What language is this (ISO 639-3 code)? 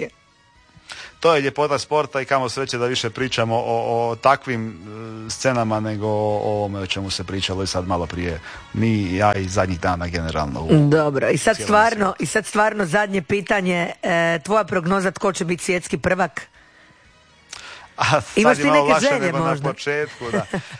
hrv